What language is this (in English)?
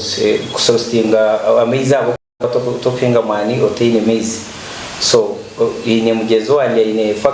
Nyankole